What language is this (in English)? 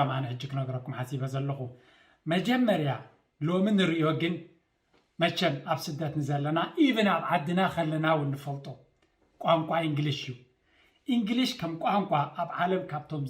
Tigrinya